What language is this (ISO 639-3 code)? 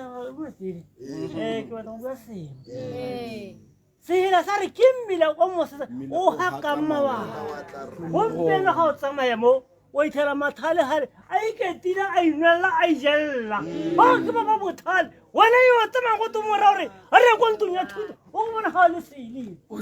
tsn